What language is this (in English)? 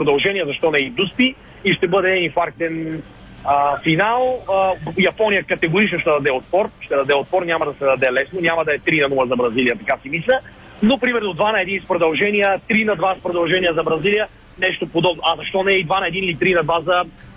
Bulgarian